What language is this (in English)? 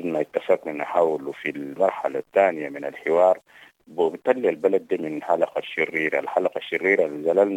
Sudanese Arabic